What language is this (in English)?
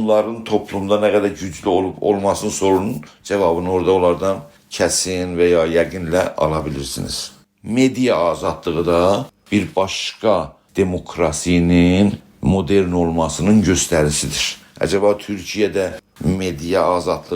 South Azerbaijani